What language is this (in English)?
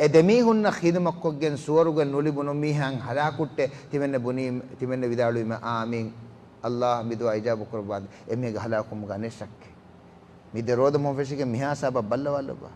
Divehi